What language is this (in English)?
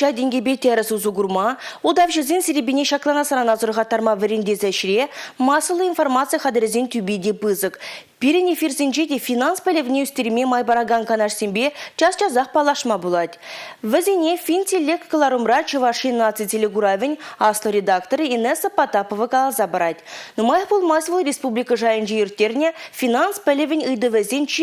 Chuvash